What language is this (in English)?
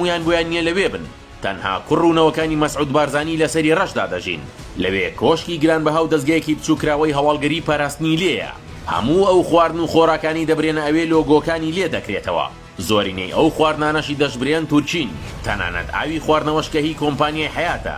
Central Kurdish